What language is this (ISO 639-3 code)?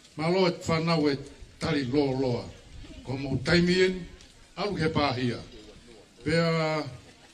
ton